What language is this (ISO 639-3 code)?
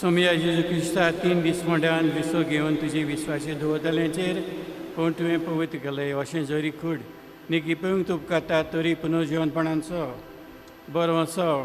kok